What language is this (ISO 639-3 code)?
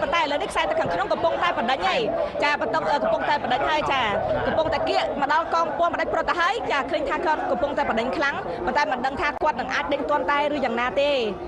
khm